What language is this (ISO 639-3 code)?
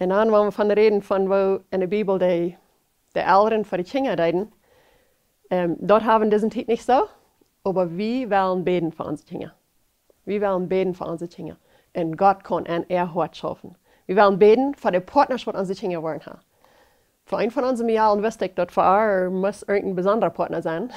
pdt